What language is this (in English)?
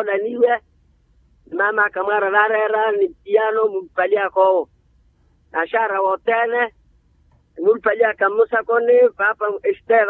Makhuwa